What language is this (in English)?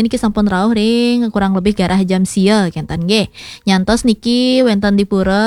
Balinese